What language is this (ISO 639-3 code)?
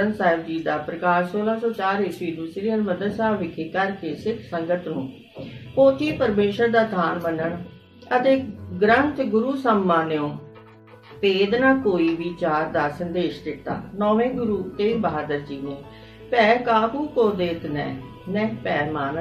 pan